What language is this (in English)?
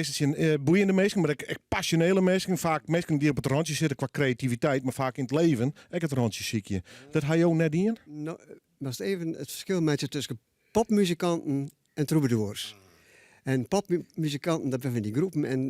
Western Frisian